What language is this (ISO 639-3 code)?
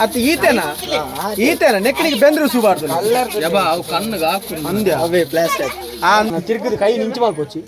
tcy